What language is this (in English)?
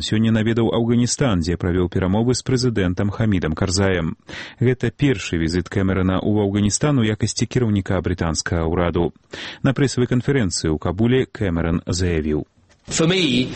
Belarusian